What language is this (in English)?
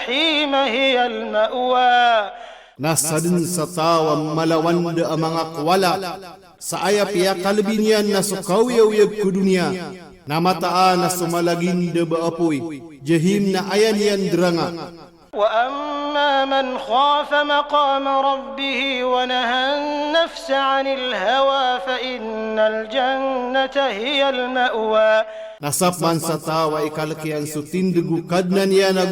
Maranao